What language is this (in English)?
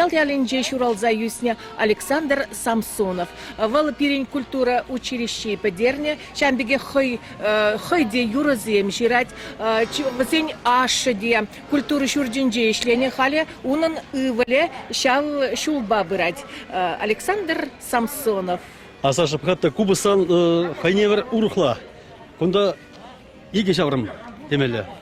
Chuvash